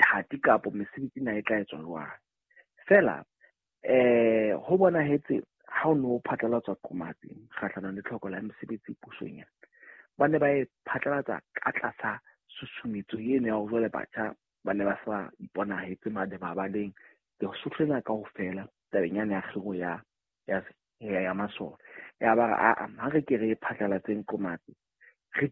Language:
Southern Sotho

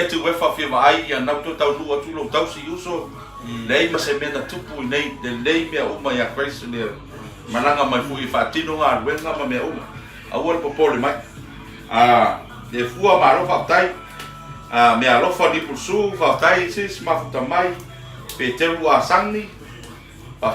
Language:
Samoan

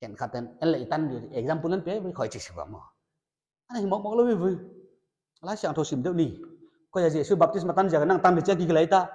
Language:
Paite Chin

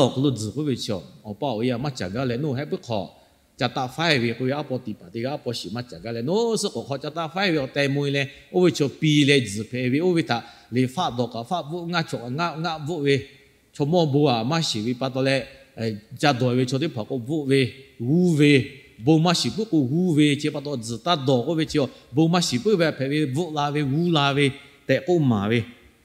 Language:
Lahu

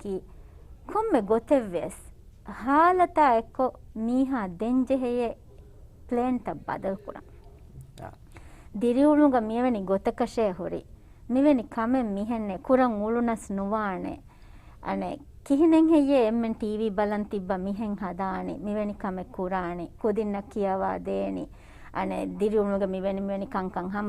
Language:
Divehi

